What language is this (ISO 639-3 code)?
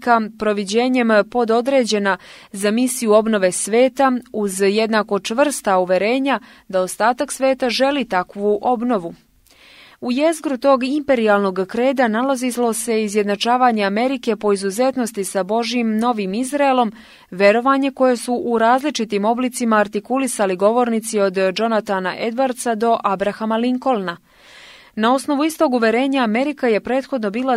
srp